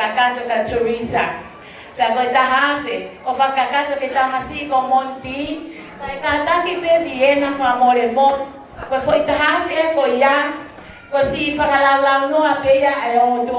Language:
Tongan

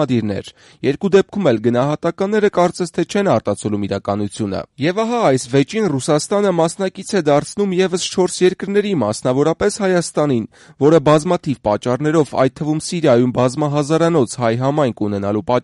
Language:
Armenian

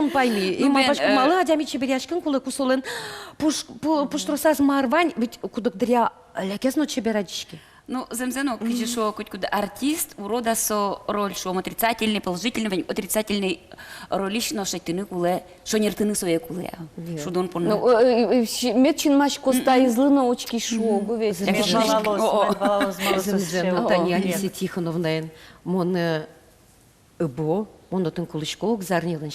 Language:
Udmurt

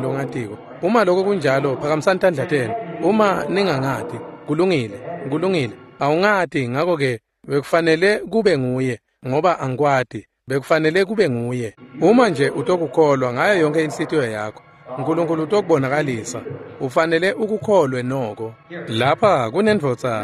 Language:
Swati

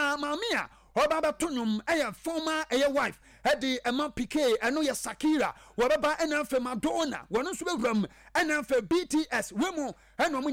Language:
Akan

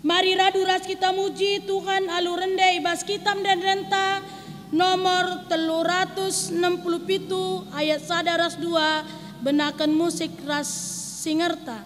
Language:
Batak Karo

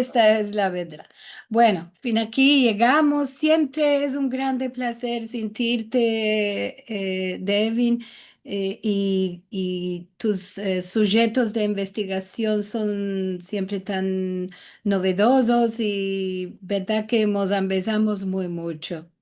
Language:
Ladino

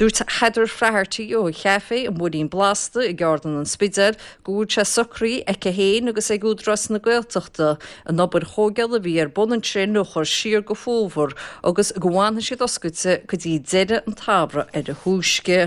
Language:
Irish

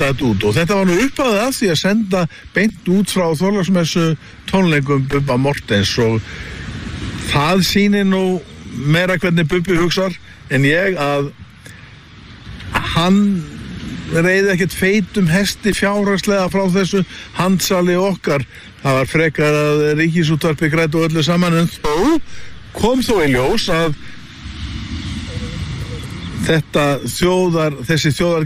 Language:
Icelandic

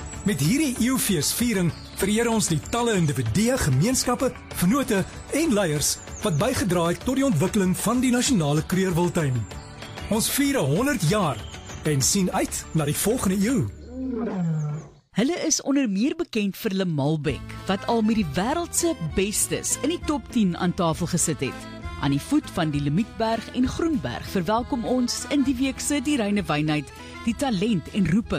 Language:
Afrikaans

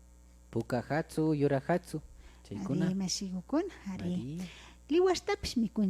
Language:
Imbabura Highland Quichua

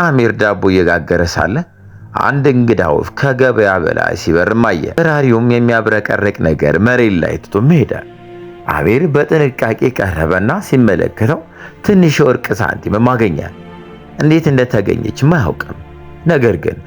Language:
Amharic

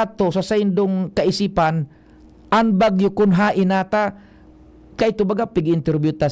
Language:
Bikol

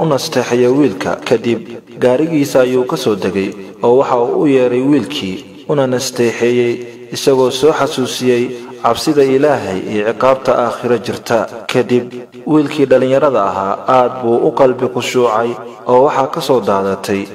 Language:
Somali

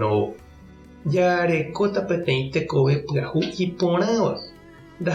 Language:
Guarani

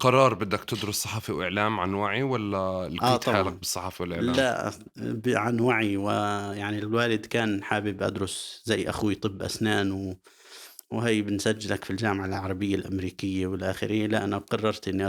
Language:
North Levantine Arabic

